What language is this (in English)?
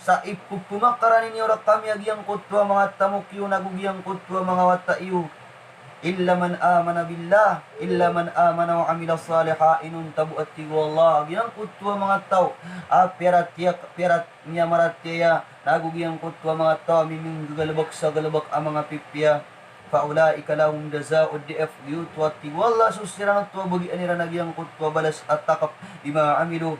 Maranao